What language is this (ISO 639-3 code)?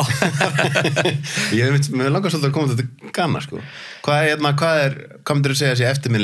isl